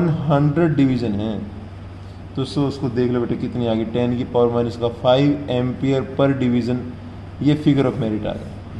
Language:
Hindi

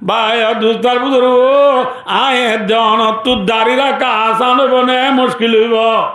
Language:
Rohingya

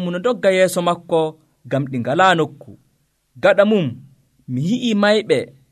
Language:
Nigerian Fulfulde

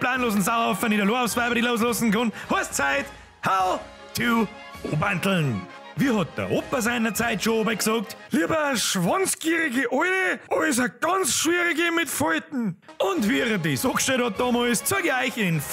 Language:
Bavarian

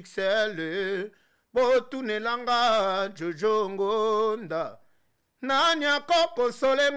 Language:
Lingala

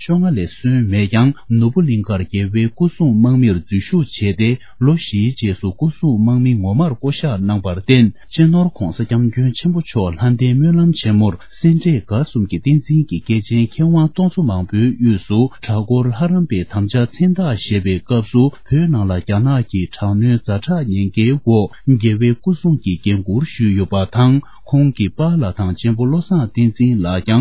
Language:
Tibetan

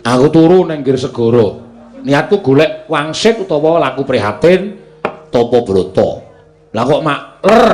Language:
Javanese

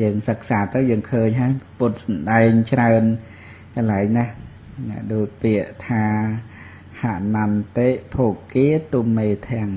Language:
Khmer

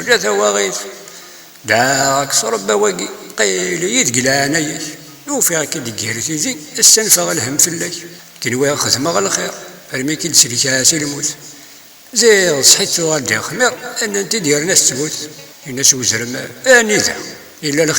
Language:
Kabyle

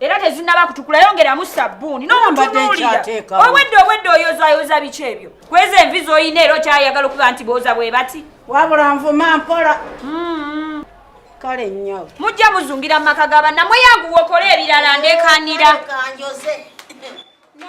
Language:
Ganda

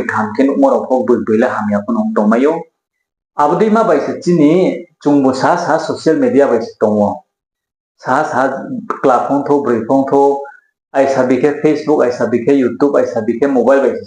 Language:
Riang (India)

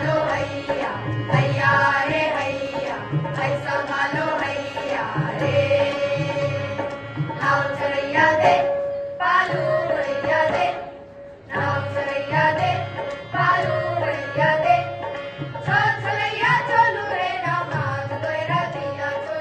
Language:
Bhojpuri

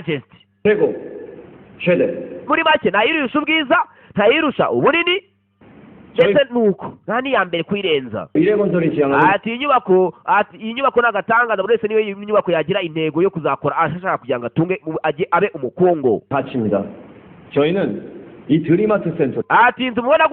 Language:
Kinyarwanda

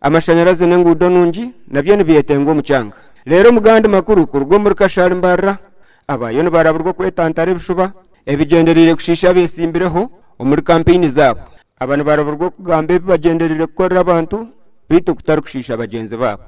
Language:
Nyankole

